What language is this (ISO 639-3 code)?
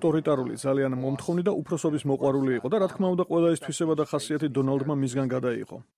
kat